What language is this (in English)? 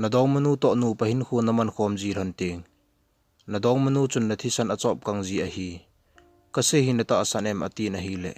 Thado Chin